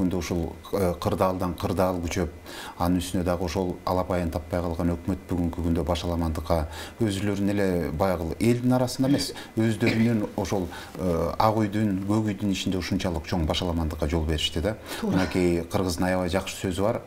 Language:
Kyrgyz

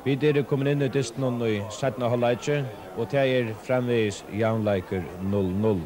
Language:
Faroese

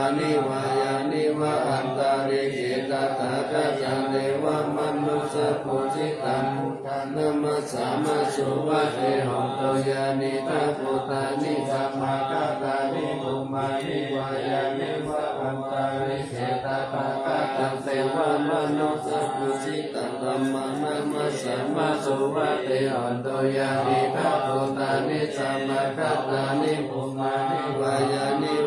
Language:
Pali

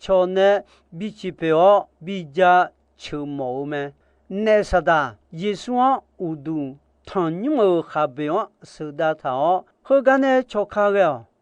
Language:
Akha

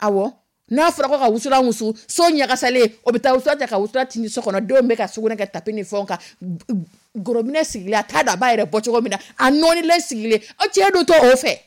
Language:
Dyula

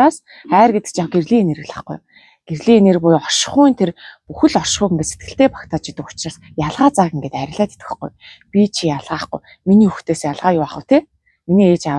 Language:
Mongolian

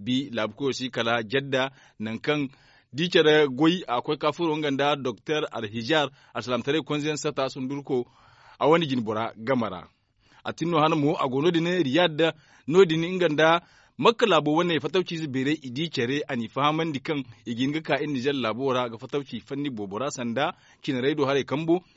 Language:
Zarma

